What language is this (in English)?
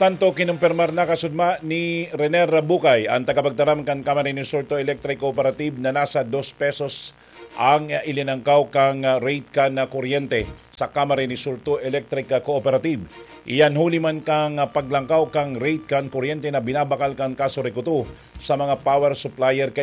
Bikol